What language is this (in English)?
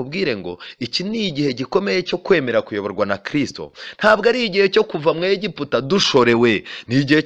Kinyarwanda